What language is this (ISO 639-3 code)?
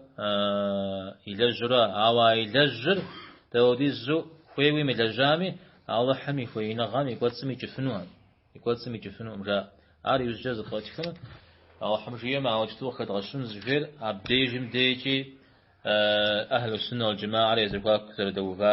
kbd